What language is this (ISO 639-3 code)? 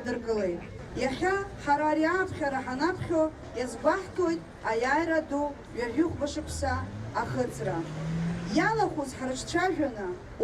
abk